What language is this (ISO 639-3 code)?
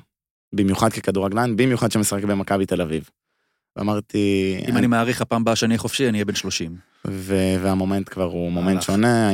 heb